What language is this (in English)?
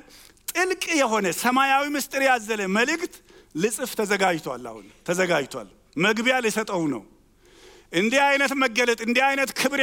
Amharic